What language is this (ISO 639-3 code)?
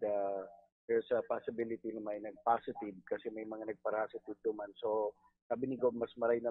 bik